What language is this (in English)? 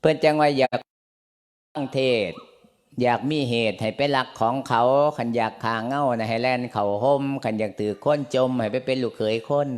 Lao